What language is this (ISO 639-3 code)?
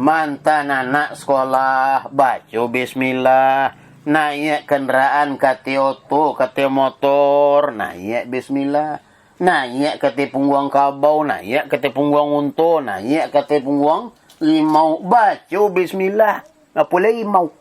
min